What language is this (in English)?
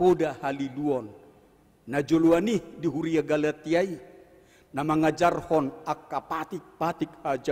Batak Toba